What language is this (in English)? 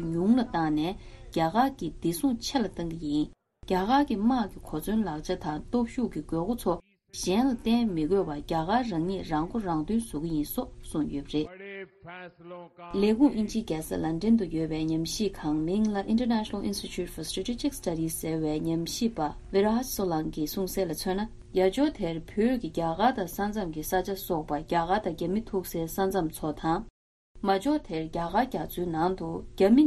Tibetan